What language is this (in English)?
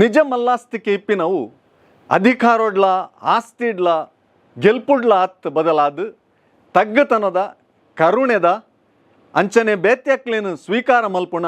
Tulu